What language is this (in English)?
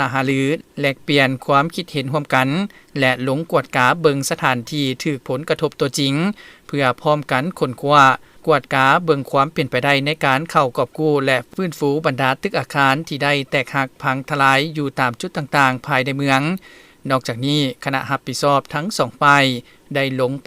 Lao